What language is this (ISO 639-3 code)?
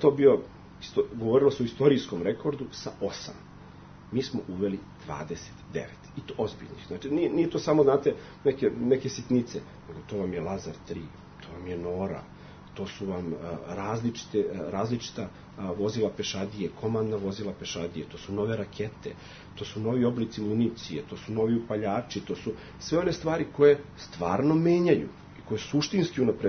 srp